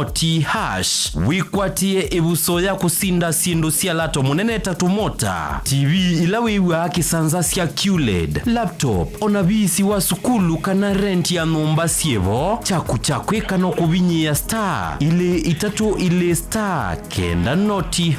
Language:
Kamba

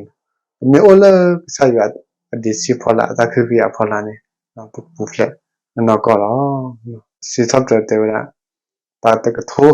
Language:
S'gaw Karen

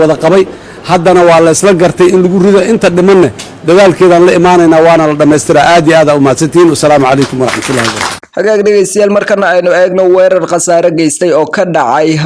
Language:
Somali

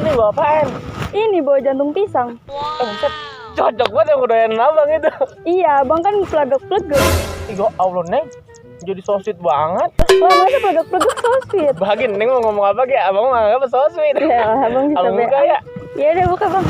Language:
Betawi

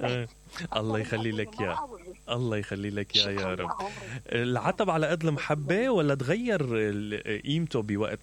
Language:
Mesopotamian Arabic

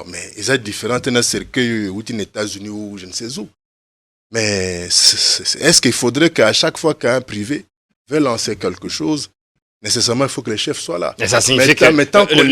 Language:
Lingala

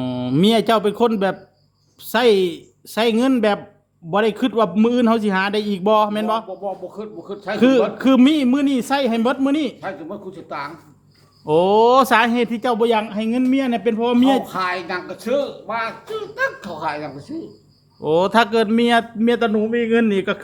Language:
Northeastern Thai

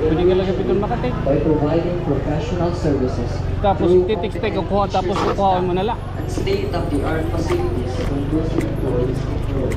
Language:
Waray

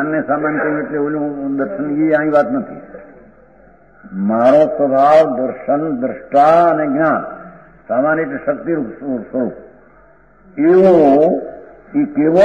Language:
Gujarati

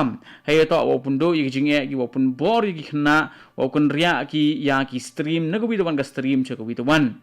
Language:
Khasi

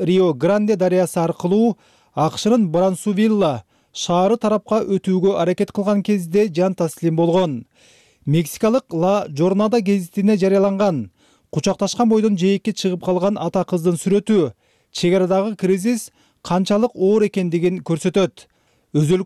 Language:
Kyrgyz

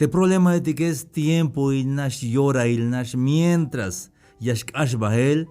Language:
Tzeltal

